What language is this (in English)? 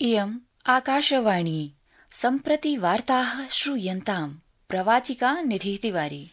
Sanskrit